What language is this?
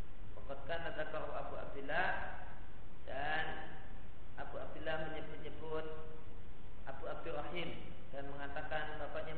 Indonesian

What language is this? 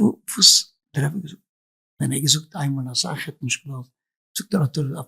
Yiddish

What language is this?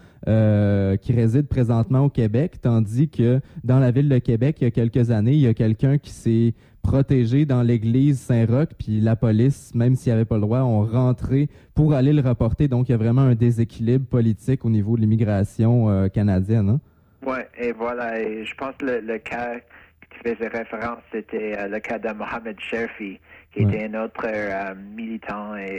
French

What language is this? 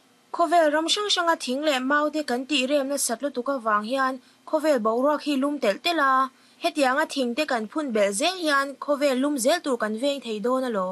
Mizo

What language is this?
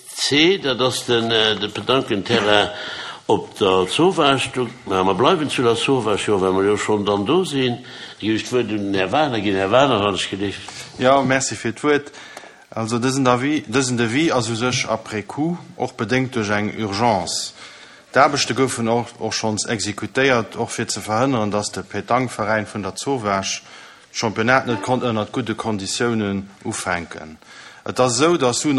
Luxembourgish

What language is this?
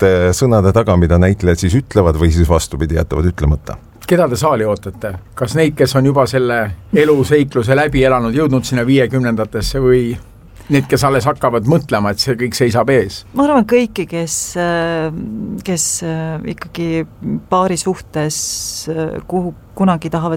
Estonian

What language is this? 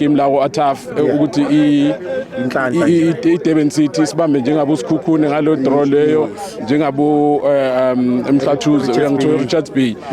Zulu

